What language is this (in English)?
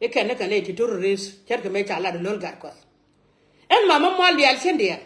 Nuer